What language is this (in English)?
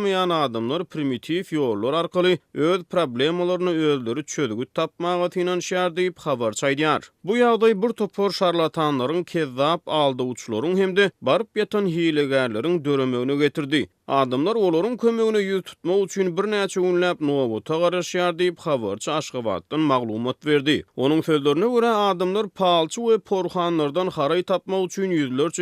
Turkmen